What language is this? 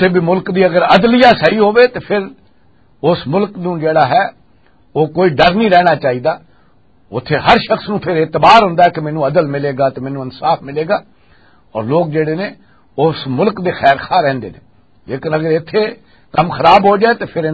Western Panjabi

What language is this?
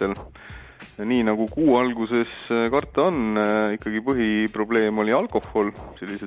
Estonian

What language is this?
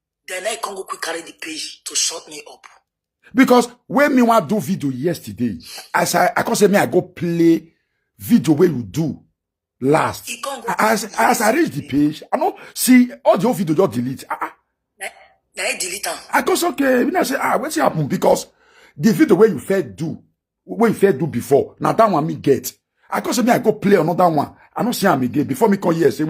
Nigerian Pidgin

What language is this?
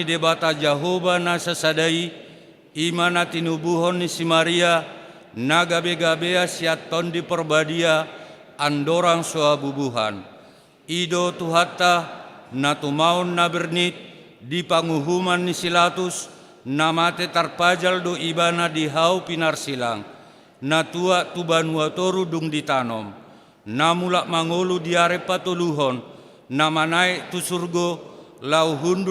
Batak Toba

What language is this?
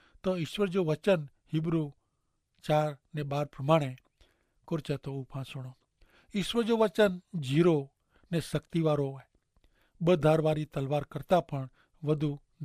Kachhi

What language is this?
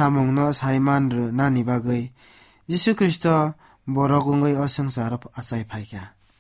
Kok Borok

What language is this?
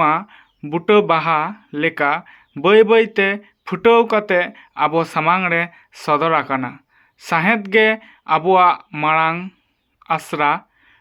Santali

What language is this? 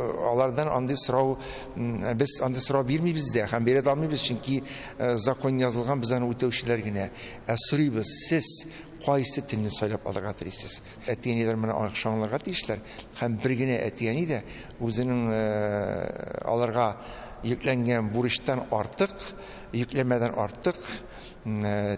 Tatar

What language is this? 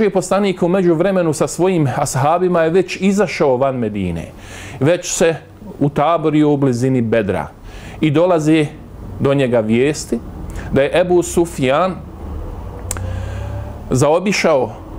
Bosnian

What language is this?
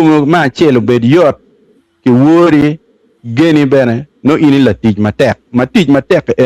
Acoli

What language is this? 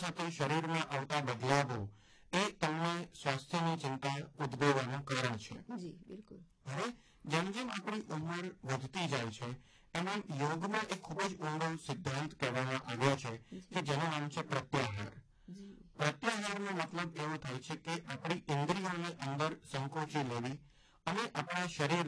Gujarati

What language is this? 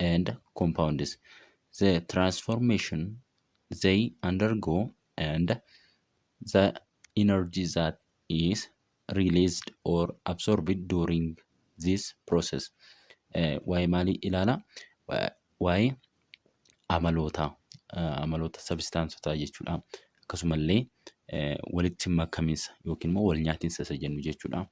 Oromo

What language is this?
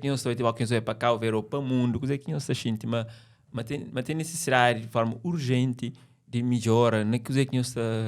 Kabuverdianu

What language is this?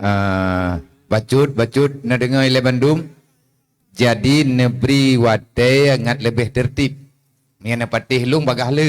Achinese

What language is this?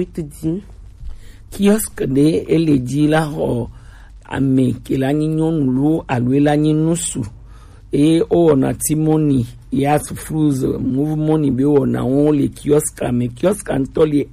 Gen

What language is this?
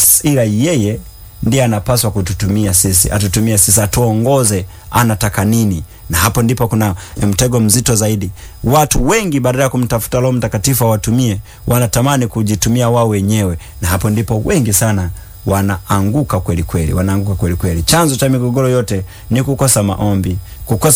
Swahili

